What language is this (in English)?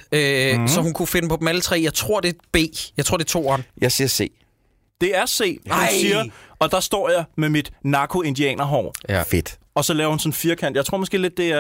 Danish